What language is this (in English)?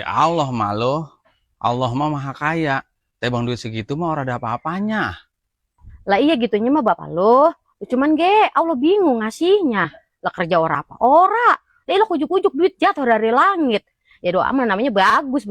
Betawi